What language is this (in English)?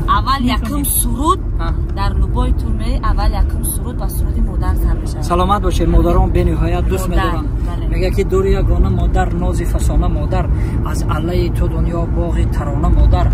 Tajik